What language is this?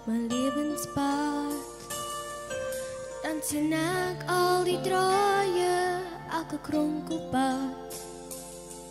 Afrikaans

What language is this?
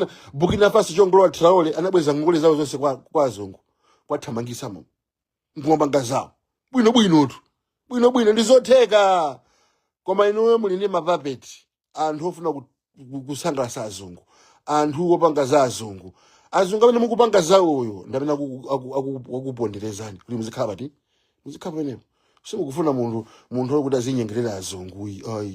Nyanja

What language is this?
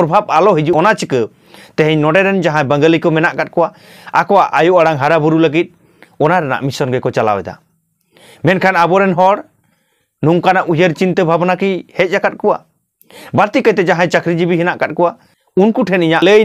Santali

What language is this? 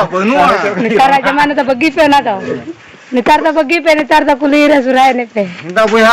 Santali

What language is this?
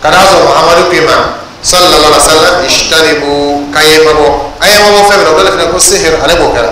Dyula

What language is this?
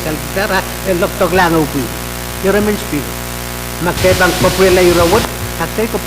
Pohnpeian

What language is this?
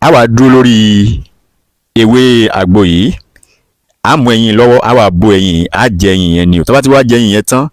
Yoruba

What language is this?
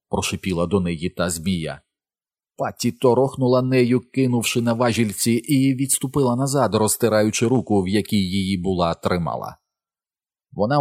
Ukrainian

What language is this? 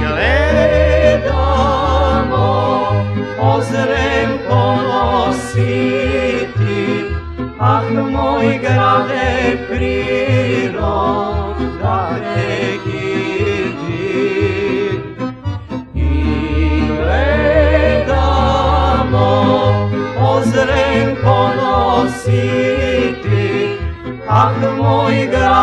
Serbian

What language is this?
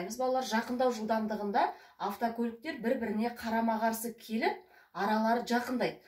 Kazakh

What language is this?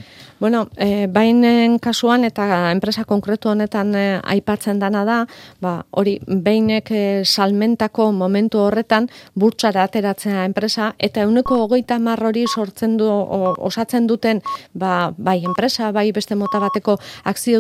Basque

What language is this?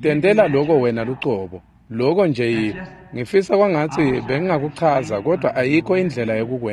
Swati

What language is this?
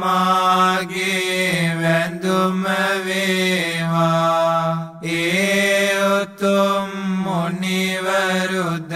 Sinhala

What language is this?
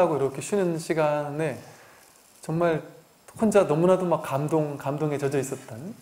Korean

